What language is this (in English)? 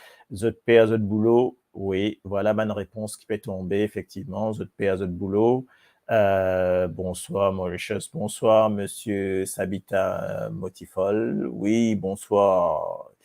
Morisyen